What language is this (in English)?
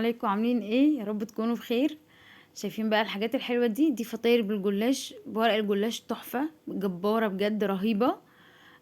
Egyptian Arabic